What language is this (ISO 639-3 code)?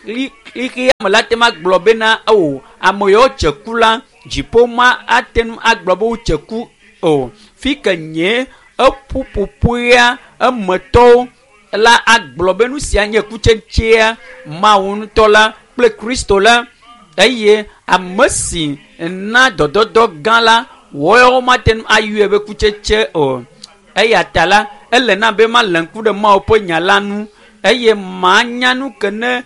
ewe